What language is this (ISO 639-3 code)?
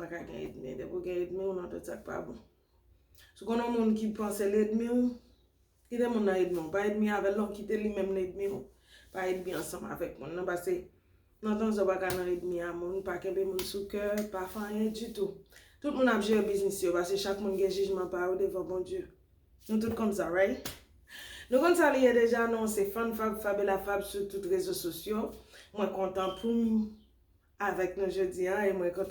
hat